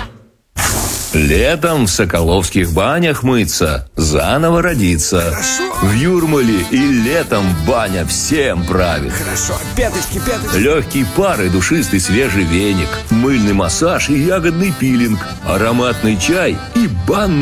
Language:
Russian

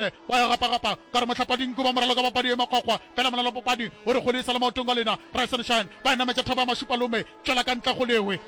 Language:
Northern Sotho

